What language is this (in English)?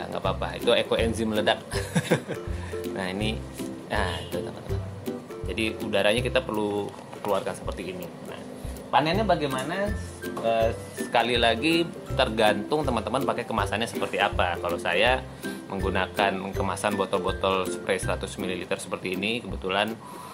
Indonesian